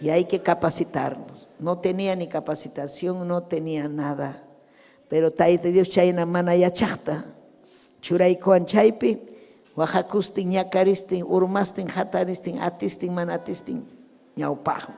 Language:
Ayacucho Quechua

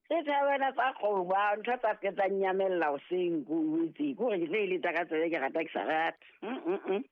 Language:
Southern Sotho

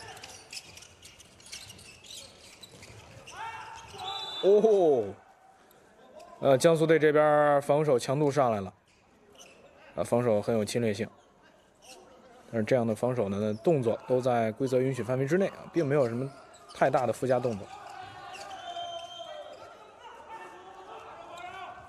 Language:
Chinese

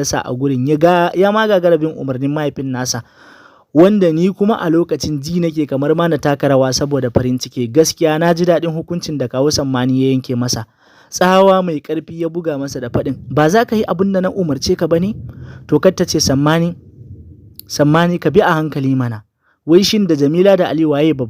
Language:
Hausa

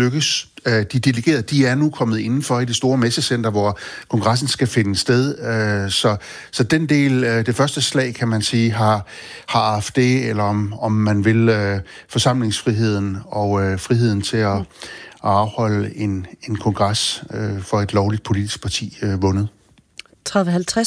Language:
Danish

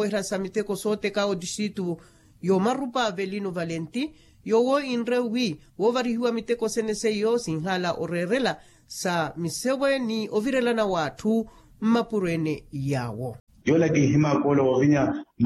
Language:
Makhuwa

